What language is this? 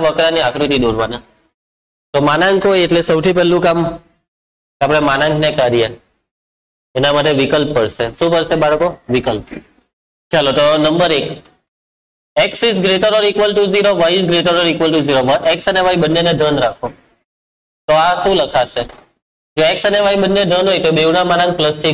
Gujarati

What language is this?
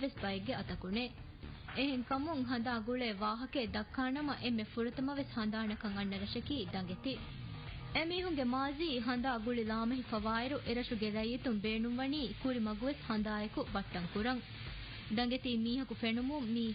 Divehi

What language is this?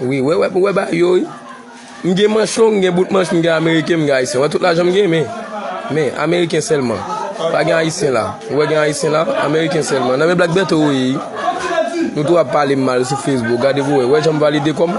Haitian Creole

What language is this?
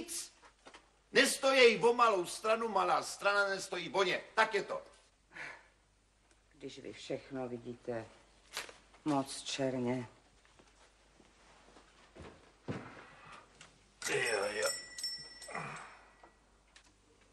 Czech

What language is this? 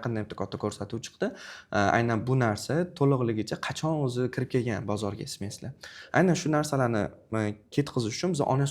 Uzbek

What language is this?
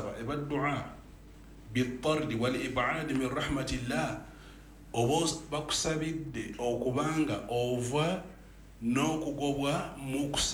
Ganda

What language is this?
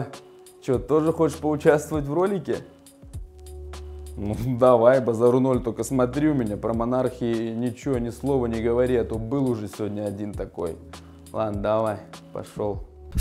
Russian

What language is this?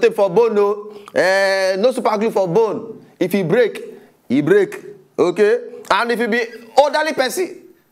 Nigerian Pidgin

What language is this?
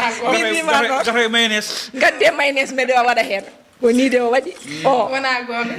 Fula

